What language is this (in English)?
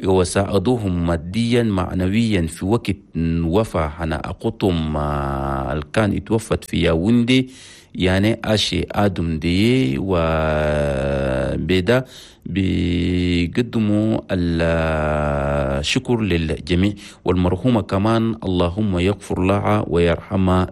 Chadian Arabic